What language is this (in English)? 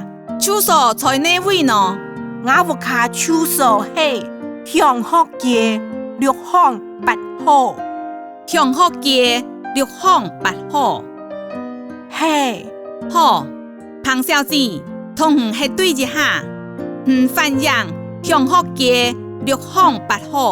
Hakka Chinese